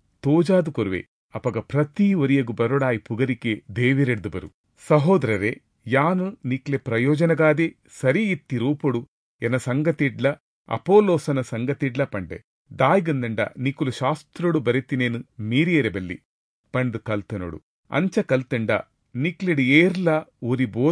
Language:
Tulu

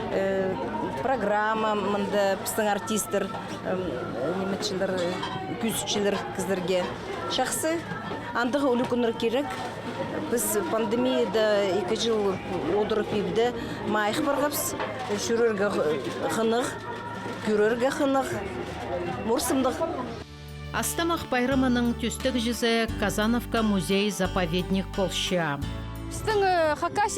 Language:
Khakas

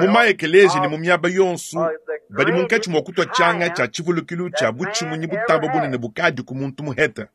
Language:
Luba-Lulua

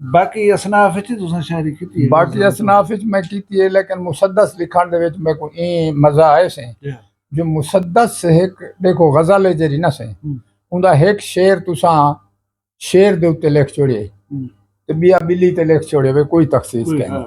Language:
Saraiki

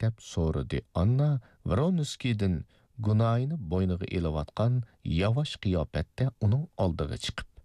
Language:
Uyghur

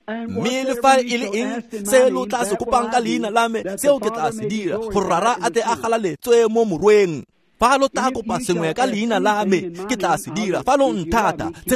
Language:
Tswana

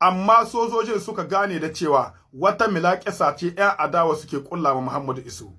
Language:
Hausa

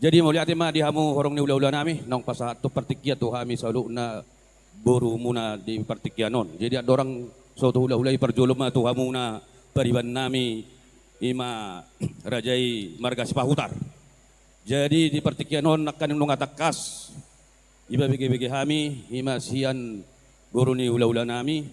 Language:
Batak Toba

